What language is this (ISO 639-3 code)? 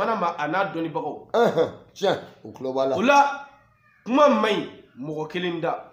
bam